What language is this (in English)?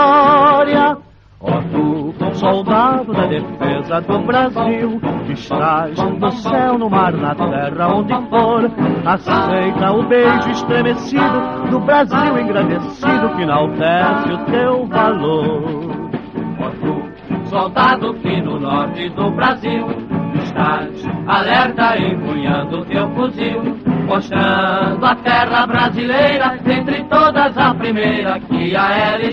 Portuguese